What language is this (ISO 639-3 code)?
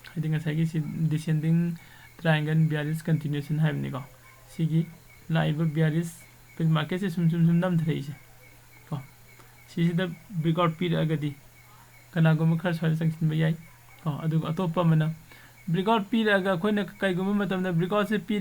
mni